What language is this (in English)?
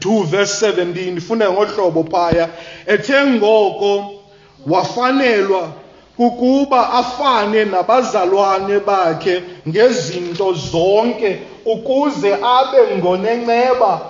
Xhosa